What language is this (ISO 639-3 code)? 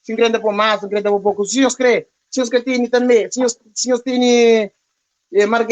kea